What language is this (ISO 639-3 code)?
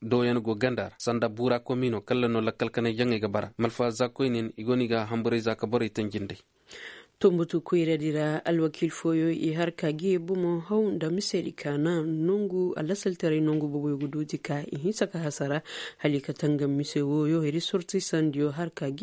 ses